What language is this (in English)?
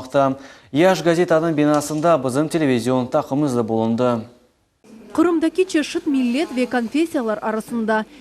Crimean Tatar